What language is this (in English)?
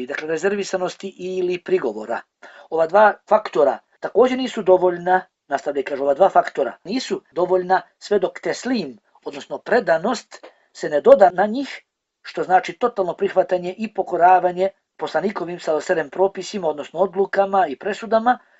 Bosnian